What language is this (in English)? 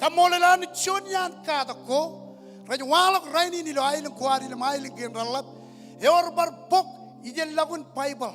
Marshallese